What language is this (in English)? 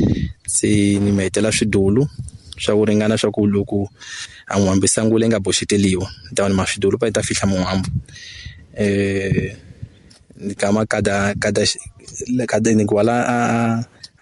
Tsonga